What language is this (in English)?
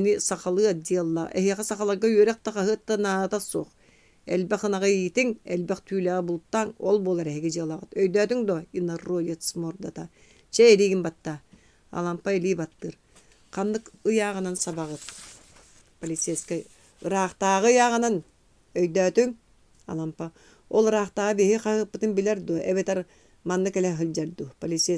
Yakut